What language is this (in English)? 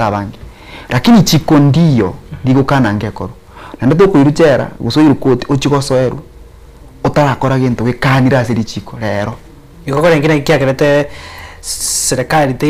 Gusii